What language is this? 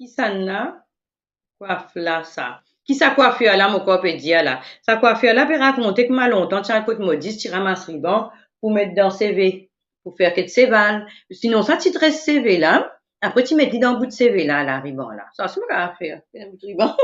Morisyen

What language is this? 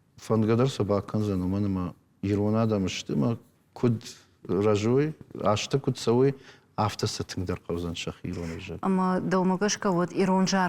Ossetic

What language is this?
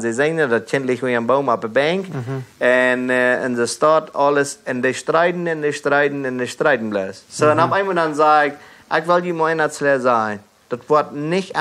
Plautdietsch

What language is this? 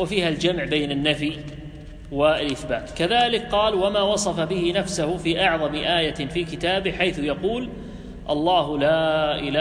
Arabic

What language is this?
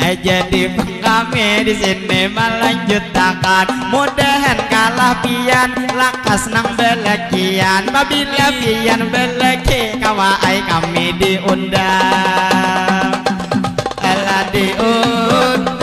Banjar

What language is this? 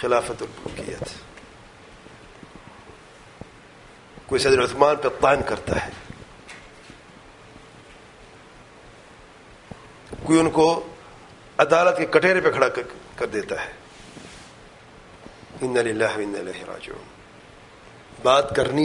Urdu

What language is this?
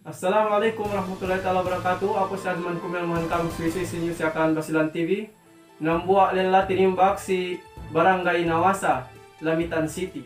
Yakan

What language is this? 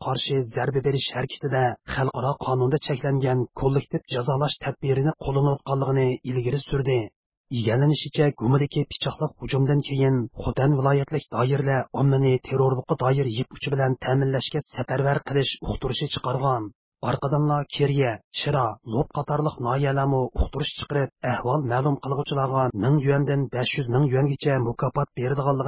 Uyghur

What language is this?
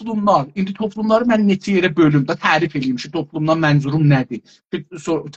South Azerbaijani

